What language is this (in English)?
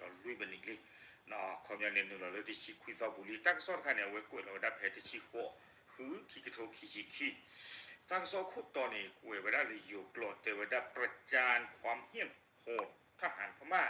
S'gaw Karen